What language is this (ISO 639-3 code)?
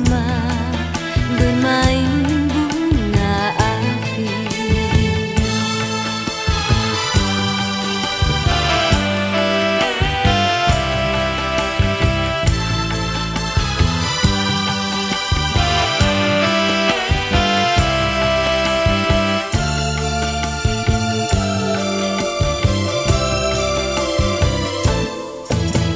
msa